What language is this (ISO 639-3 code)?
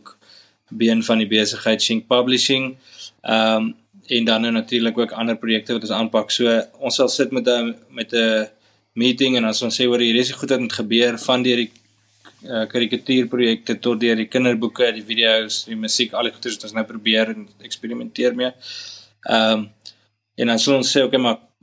afr